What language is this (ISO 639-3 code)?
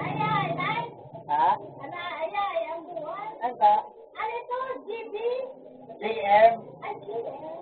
bik